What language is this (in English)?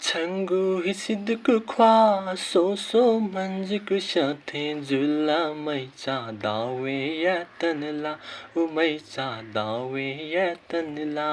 Newari